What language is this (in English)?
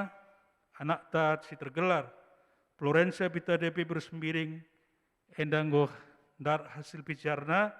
Batak Karo